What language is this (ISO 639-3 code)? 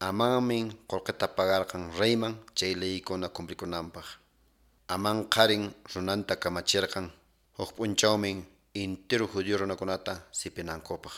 que